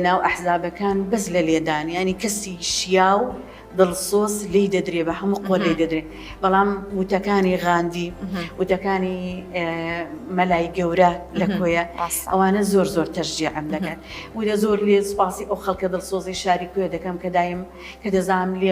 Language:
Central Kurdish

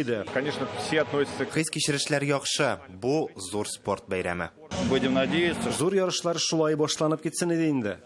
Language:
Tatar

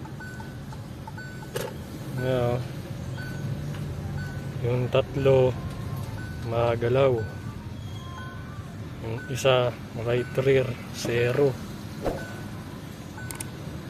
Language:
Filipino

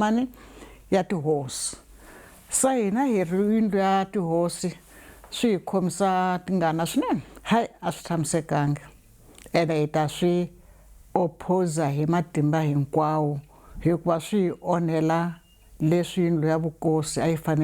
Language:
Tsonga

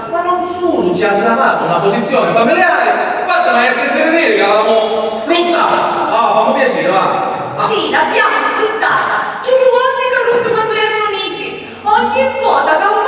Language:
Sicilian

